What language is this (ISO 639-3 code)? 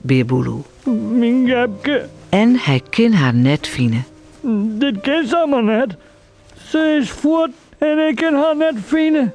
fry